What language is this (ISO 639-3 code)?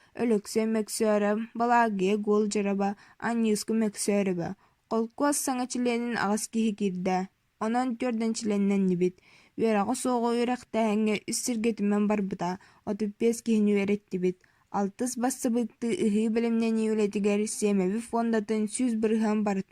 sah